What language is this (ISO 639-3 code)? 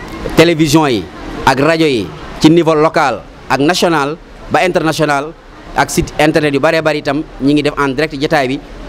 wol